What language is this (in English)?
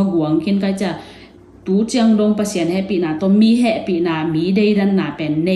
Tedim Chin